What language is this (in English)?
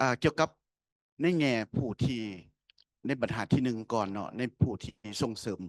Lao